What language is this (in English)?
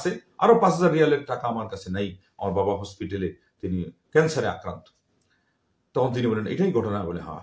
Bangla